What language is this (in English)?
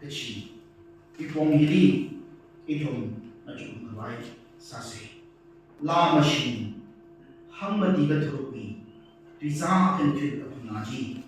Tangkhul Naga (India)